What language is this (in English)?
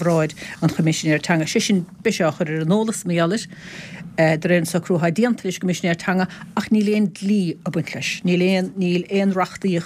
Irish